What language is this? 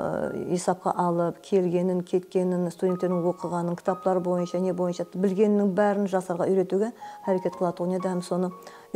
Kara-Kalpak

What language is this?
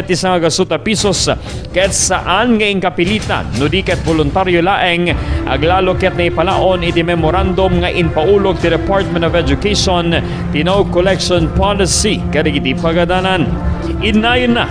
Iloko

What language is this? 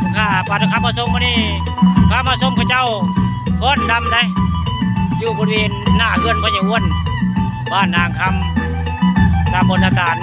Northeastern Thai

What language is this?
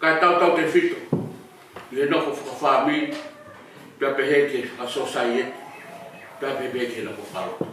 Tongan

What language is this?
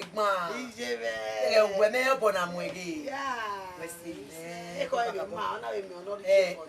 Bini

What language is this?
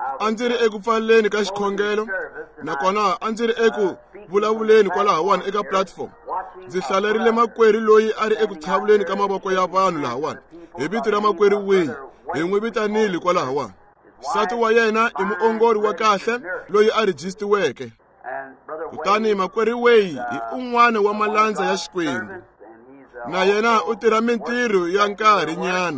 Tsonga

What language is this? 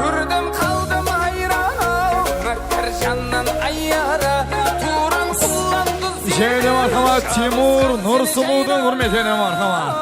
Kara-Kalpak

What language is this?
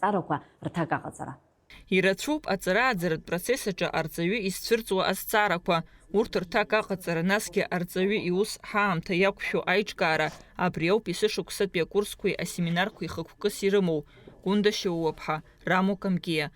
Abkhazian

